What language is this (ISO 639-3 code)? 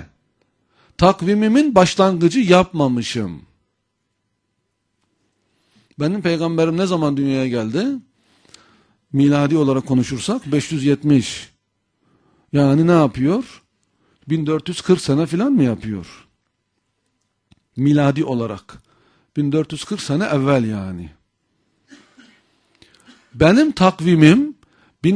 tur